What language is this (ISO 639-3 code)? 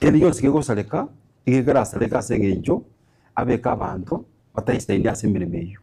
guz